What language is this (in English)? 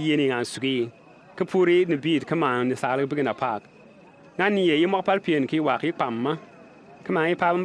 Bimoba